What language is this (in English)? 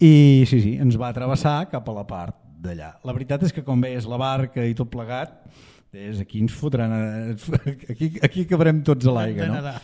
Catalan